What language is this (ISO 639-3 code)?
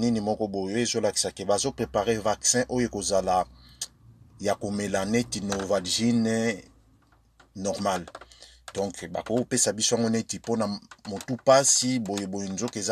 lin